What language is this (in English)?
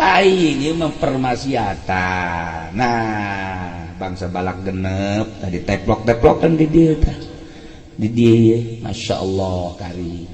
Sundanese